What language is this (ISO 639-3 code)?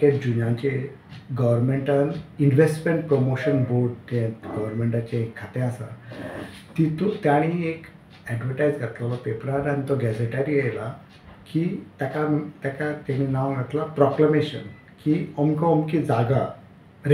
kok